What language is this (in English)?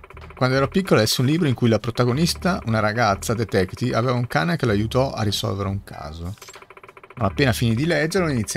Italian